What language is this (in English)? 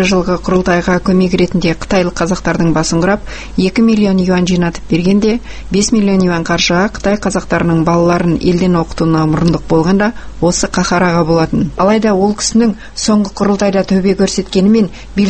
Kazakh